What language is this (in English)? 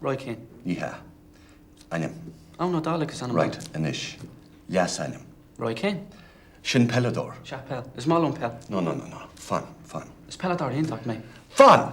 Irish